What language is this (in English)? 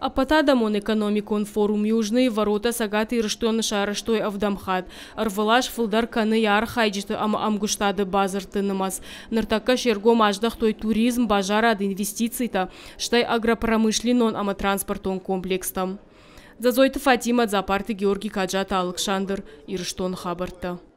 Ossetic